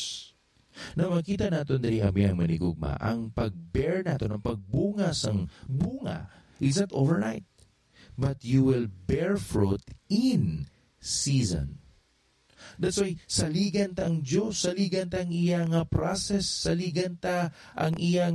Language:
Hiligaynon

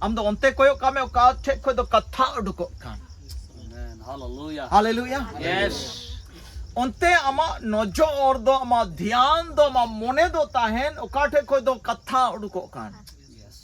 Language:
Santali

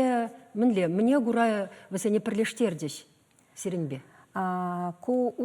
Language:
Chuvash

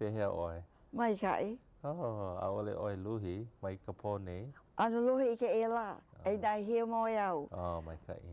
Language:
Hawaiian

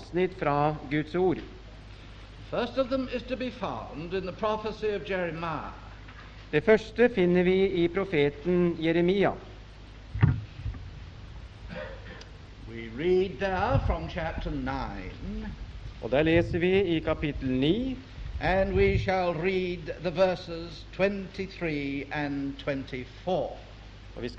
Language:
Norwegian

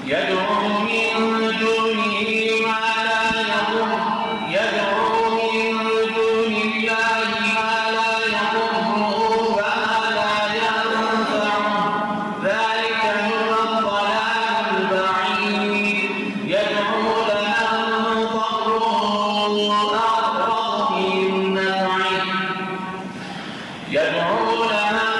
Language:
Arabic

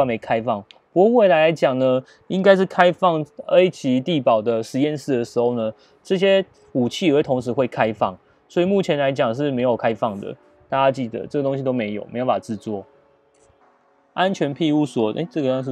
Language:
Chinese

